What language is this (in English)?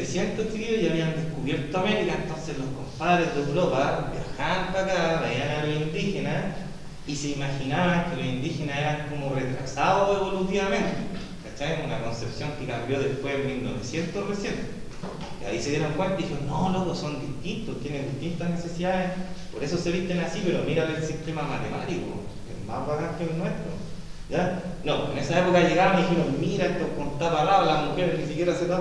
Spanish